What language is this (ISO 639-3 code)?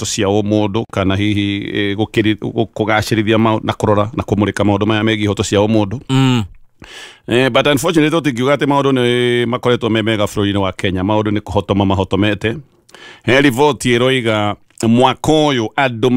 kik